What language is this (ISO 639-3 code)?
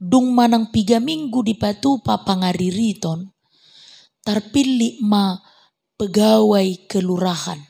bbc